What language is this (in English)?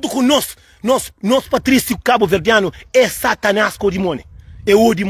Kabuverdianu